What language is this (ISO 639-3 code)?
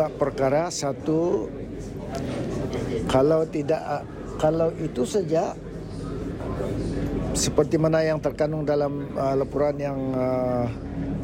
msa